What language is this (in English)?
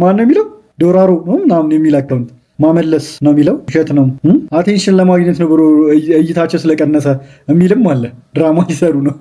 Amharic